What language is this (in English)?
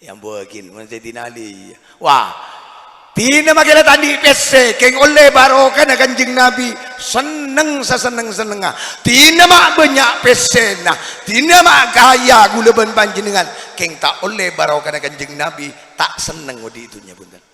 Madurese